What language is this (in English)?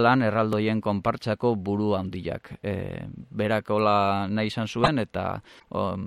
Basque